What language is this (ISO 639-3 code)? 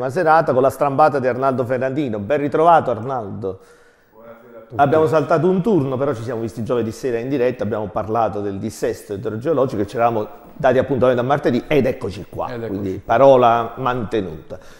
ita